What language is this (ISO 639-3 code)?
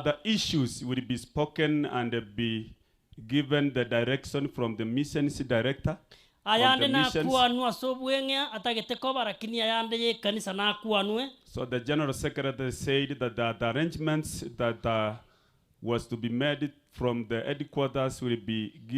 guz